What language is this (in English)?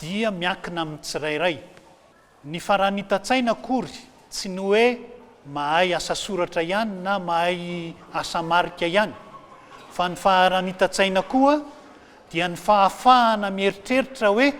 Malagasy